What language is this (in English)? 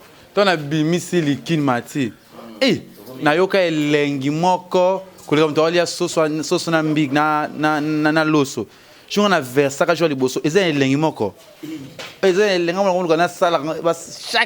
Lingala